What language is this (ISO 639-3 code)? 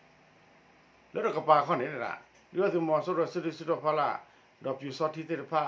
ksw